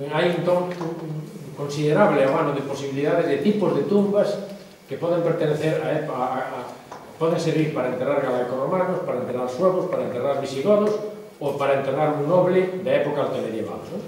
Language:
Galician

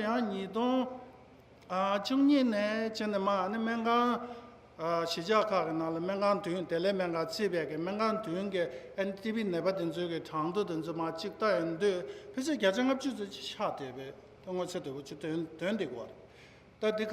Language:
Tibetan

